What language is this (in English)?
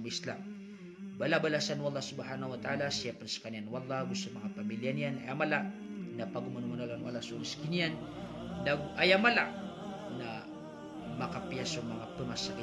Maranao